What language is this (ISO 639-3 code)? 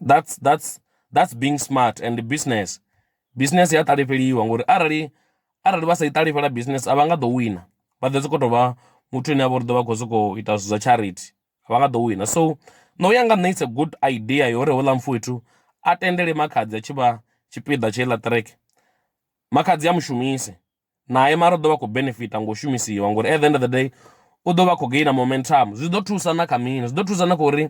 ven